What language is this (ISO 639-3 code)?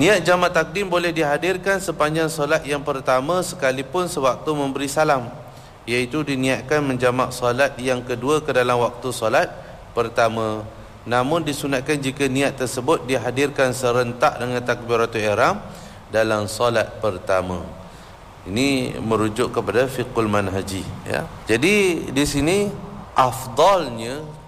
msa